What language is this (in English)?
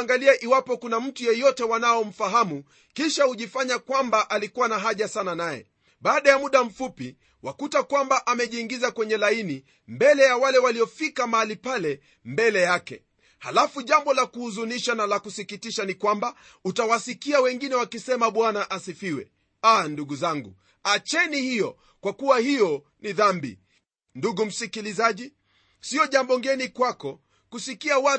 Swahili